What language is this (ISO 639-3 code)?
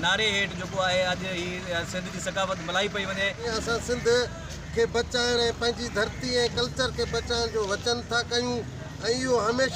snd